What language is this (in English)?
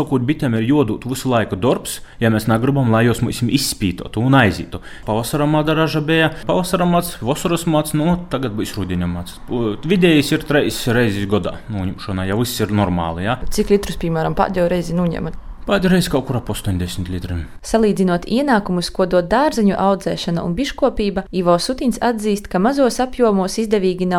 Latvian